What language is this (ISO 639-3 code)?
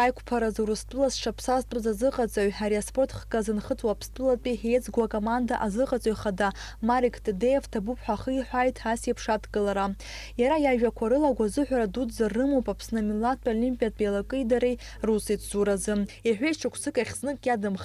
abk